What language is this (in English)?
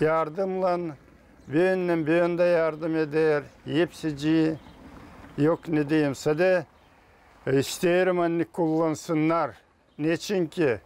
Gagauz